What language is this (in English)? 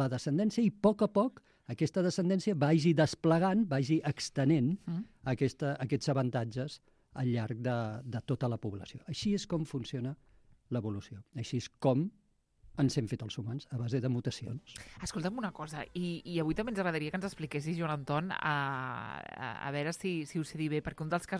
Catalan